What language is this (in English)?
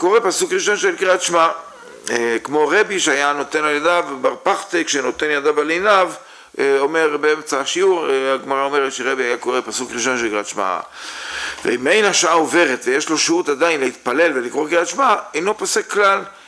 Hebrew